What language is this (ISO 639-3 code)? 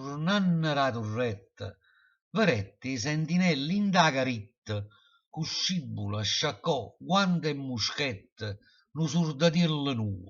nap